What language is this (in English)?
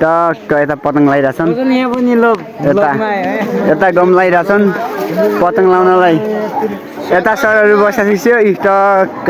Nepali